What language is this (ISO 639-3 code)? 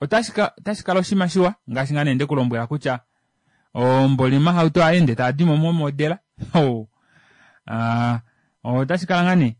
kua